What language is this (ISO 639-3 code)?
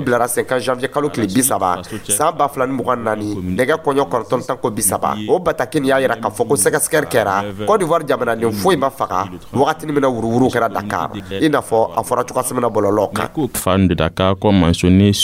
dyu